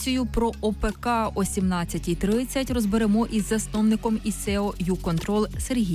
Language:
Ukrainian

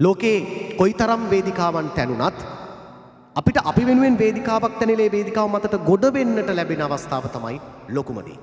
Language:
Sinhala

